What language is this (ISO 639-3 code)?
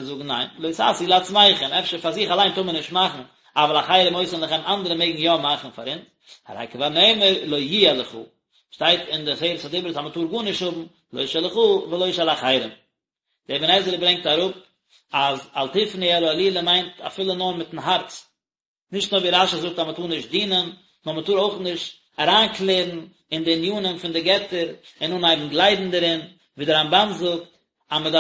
yid